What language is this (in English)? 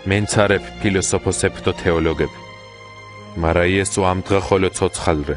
Mingrelian